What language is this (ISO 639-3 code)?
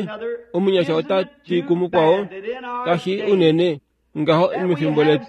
kua